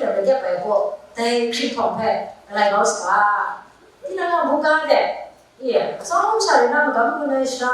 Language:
Kachin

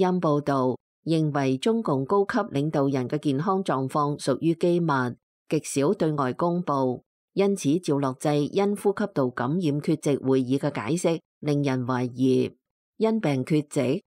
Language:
Cantonese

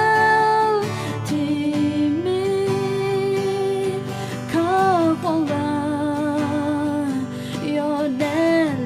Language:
Akha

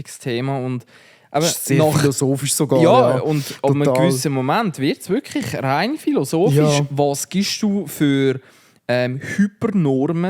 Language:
Swiss German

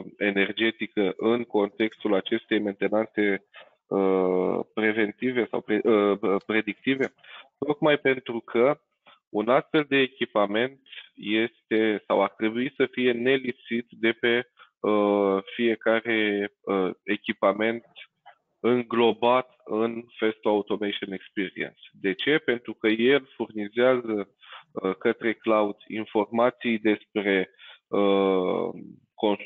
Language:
Romanian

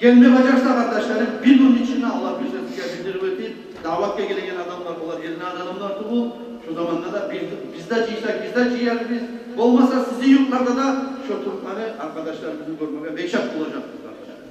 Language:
Kumyk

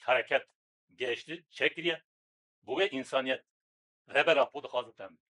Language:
Kurdish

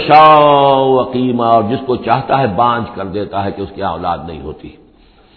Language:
Urdu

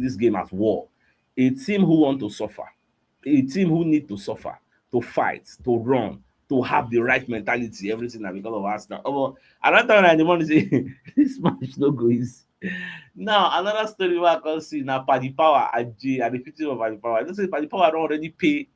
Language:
Nigerian Pidgin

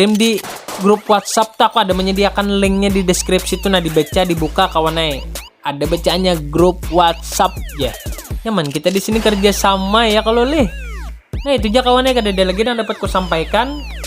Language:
Banjar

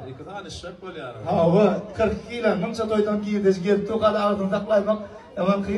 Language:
Turkmen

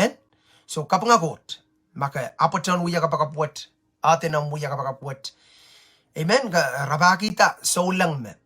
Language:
Pohnpeian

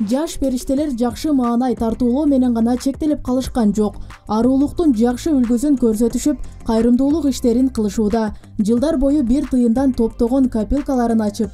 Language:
Kyrgyz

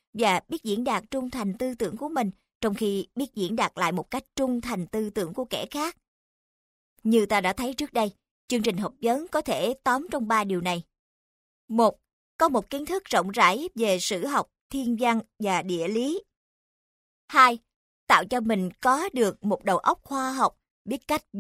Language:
Vietnamese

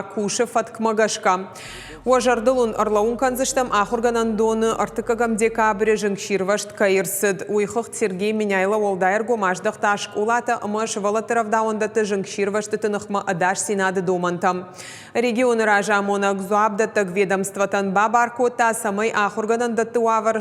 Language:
Ossetic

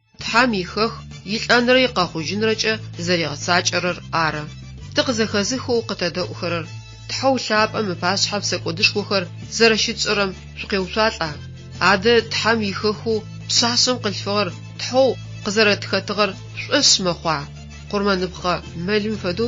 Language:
Adyghe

